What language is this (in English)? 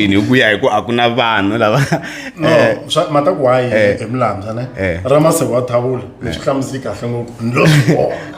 Tsonga